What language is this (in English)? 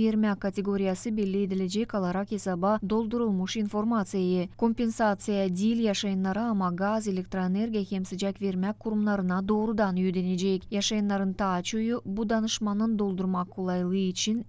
Gagauz